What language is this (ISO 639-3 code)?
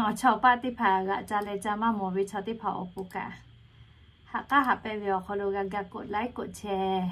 lhu